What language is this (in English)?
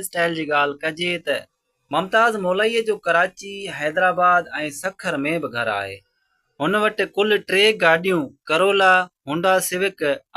Sindhi